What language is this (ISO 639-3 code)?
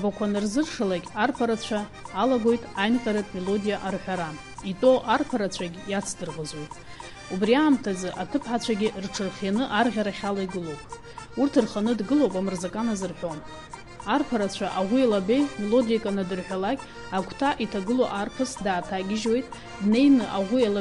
abk